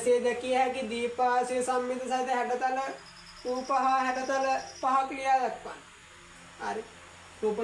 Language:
Sinhala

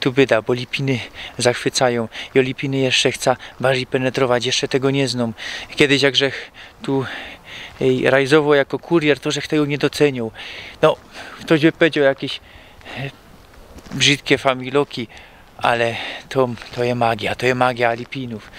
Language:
Silesian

